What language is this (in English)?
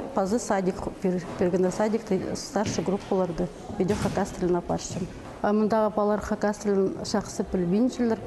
Khakas